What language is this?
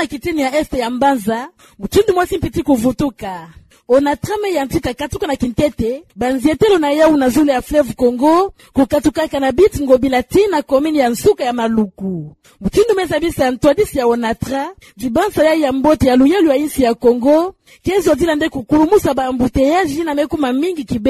Kituba (Democratic Republic of Congo)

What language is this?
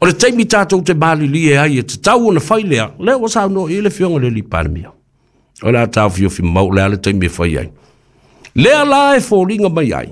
Samoan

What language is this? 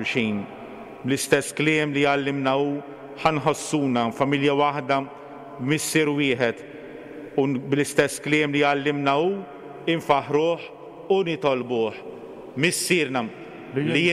Maltese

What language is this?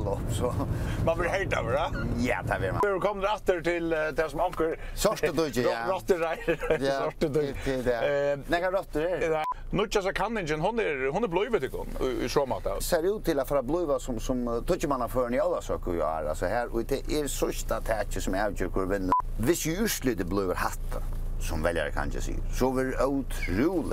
Faroese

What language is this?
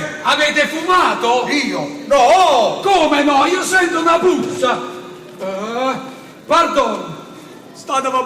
Neapolitan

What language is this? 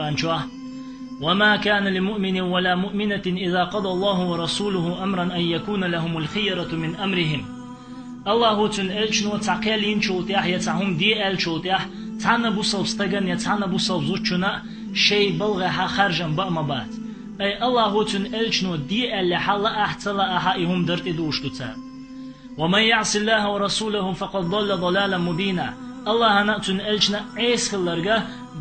Chechen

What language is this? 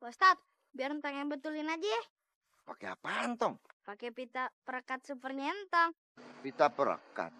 Betawi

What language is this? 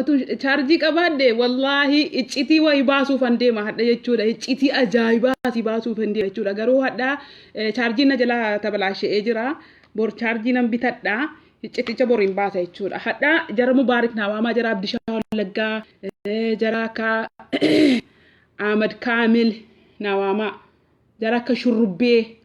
Oromo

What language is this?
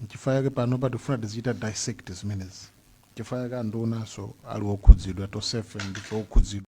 Nyanja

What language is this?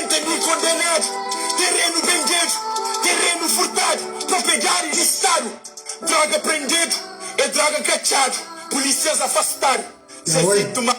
Kabuverdianu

